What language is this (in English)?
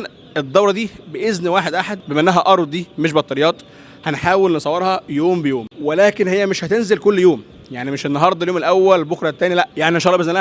Egyptian Arabic